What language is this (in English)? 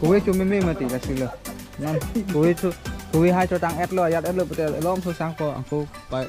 Karbi